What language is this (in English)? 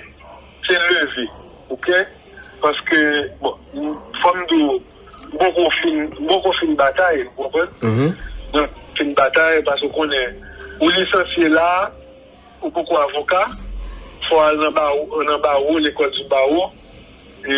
Haitian Creole